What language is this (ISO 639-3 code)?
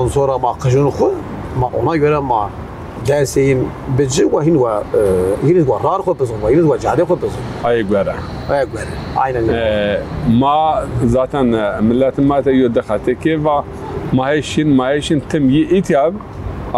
zza